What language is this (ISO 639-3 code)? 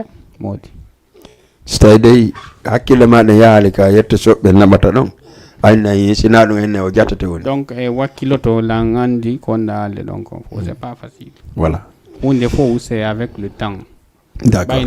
ful